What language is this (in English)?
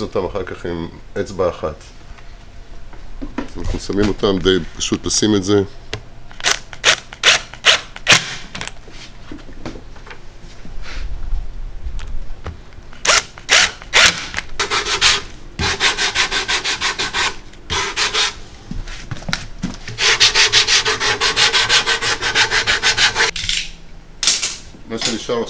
Hebrew